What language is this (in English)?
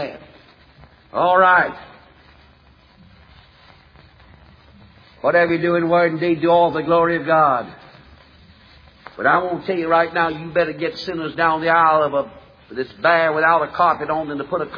English